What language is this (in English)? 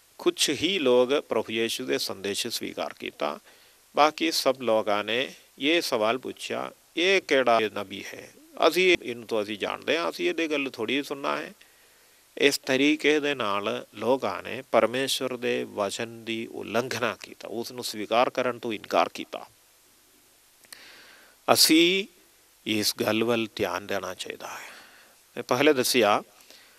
Punjabi